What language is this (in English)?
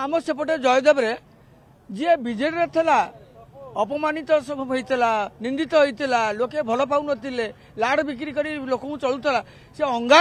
Odia